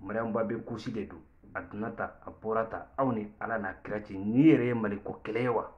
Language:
Bambara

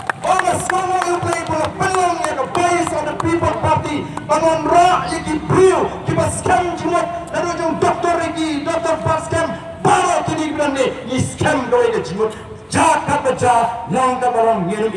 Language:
Malay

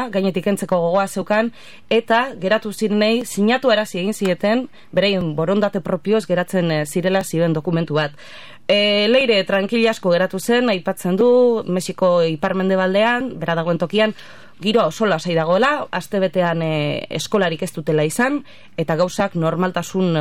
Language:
Basque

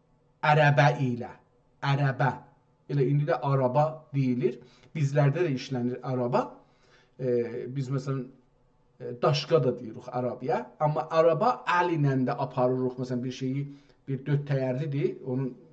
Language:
South Azerbaijani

